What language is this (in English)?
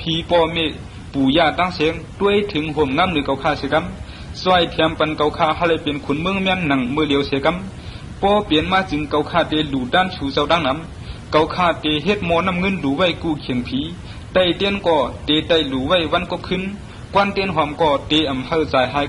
Shan